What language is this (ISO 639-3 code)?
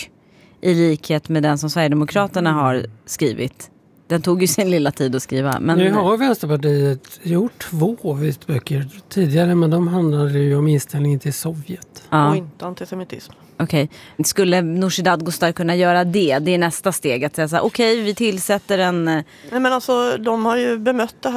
swe